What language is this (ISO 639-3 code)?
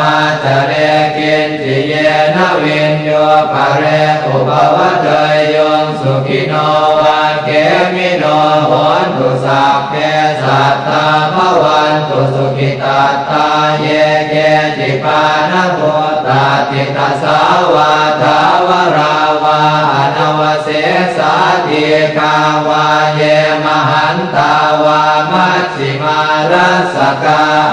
pli